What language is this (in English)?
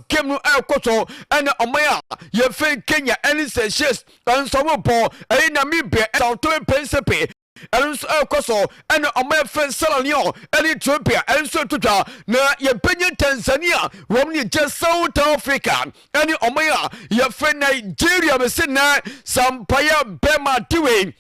Akan